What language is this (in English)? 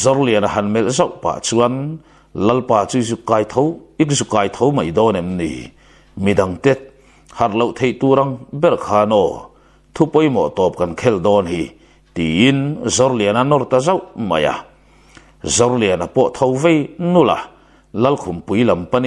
Mizo